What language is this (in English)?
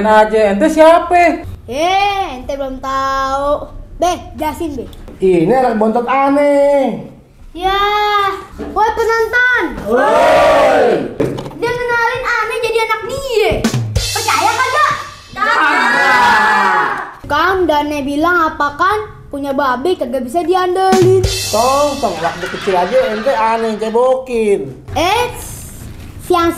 Betawi